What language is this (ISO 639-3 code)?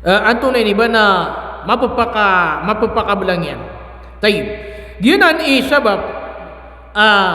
mrw